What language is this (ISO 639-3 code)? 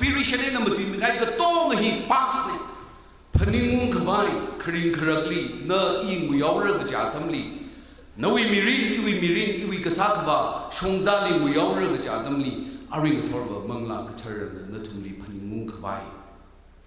nmf